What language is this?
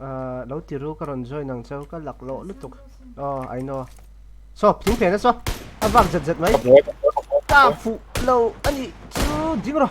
Mizo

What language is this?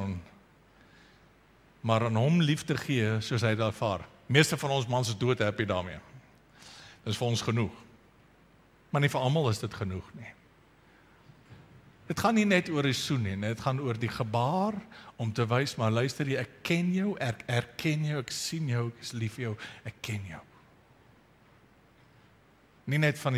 Afrikaans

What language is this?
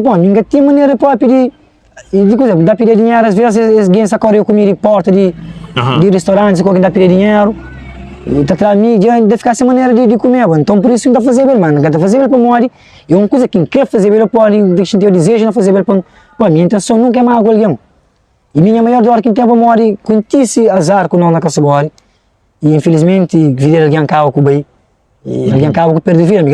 Kabuverdianu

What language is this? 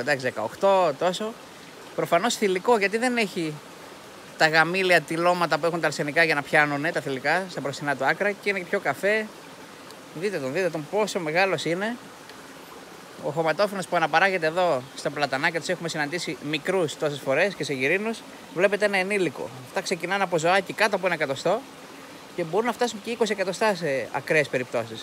Greek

